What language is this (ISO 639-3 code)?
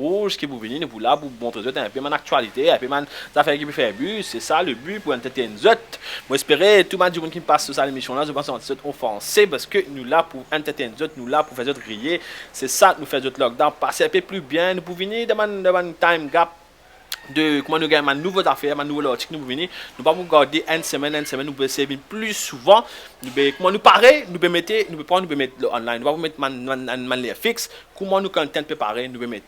mfe